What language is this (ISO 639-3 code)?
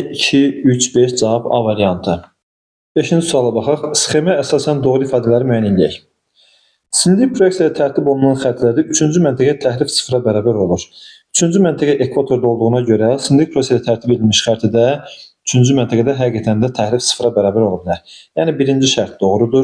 aze